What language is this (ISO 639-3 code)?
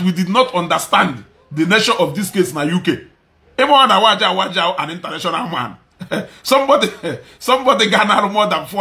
ibo